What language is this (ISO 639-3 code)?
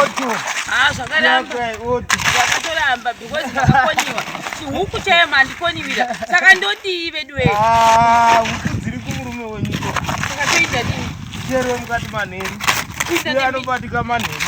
sna